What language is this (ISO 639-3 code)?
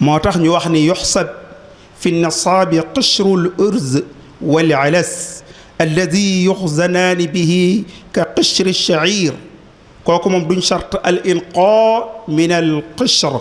wol